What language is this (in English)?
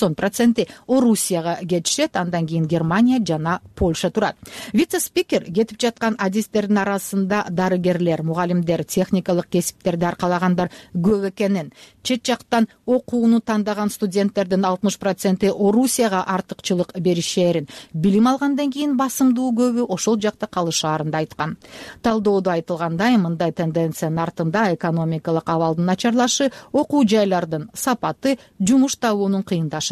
Kyrgyz